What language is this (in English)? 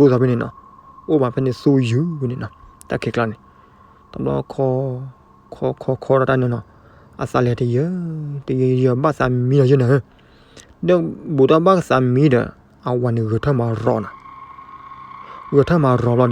S'gaw Karen